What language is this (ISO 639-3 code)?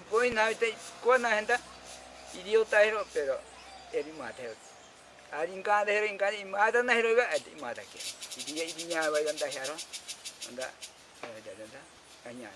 prq